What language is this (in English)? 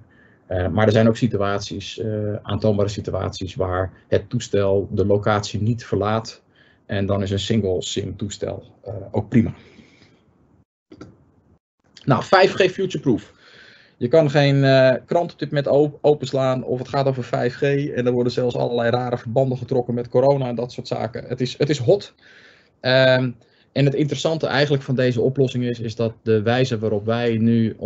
Dutch